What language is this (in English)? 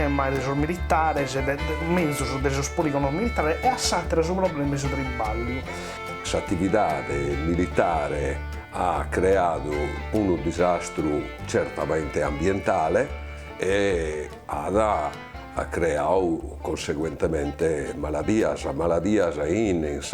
Sardinian